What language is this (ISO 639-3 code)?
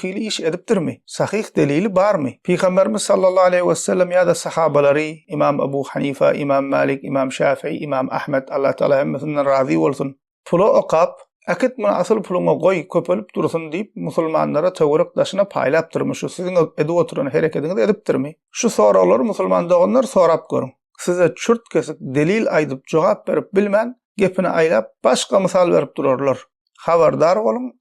tuk